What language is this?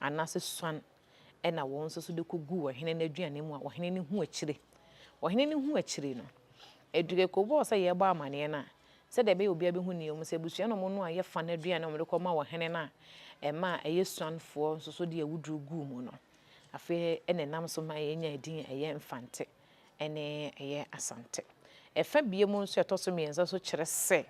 Akan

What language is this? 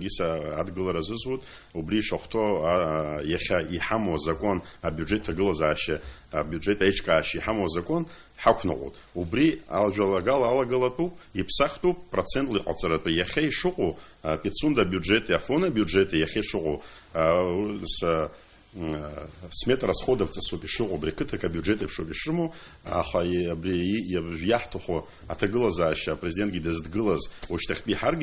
Abkhazian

